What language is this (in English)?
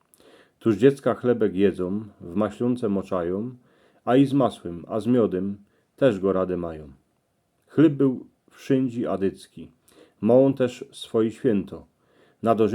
Silesian